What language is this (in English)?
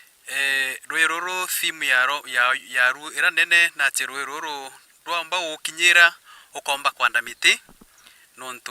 Meru